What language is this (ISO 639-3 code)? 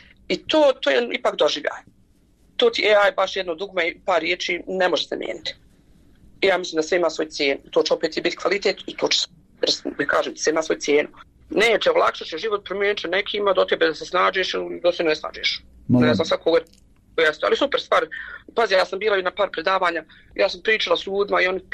bos